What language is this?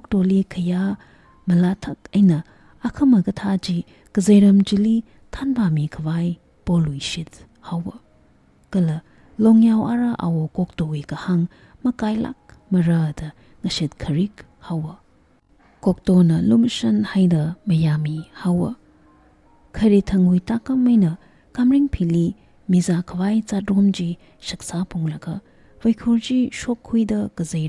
Tangkhul Naga (India)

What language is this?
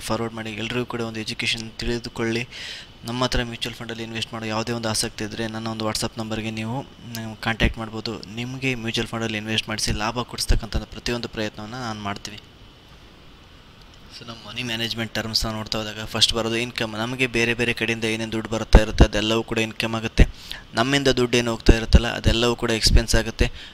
Kannada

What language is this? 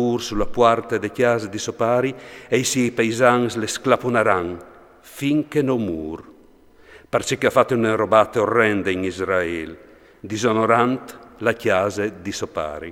Friulian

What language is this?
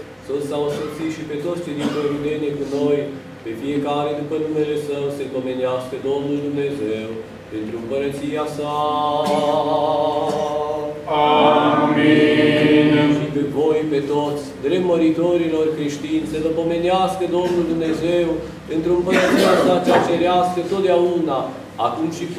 Romanian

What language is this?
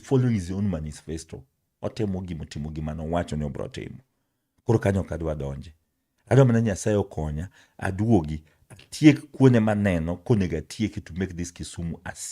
Luo (Kenya and Tanzania)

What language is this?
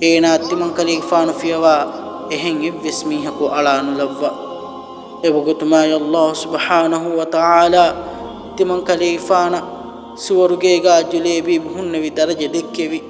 Divehi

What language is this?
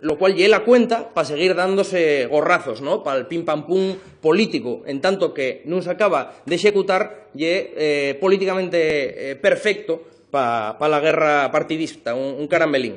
Asturian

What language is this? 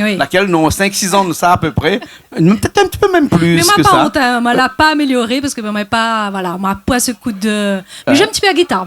Réunion Creole French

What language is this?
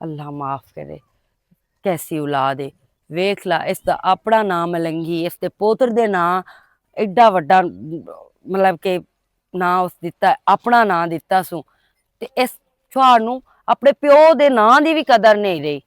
Western Panjabi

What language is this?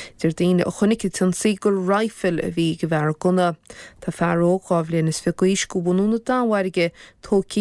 Irish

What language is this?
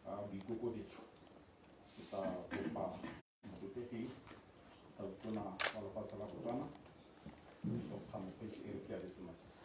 Tswana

